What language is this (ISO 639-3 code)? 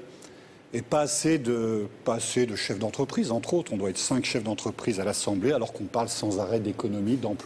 fra